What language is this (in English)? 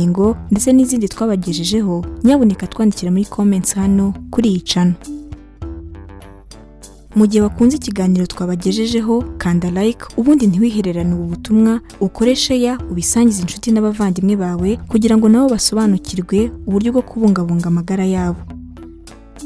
Kinyarwanda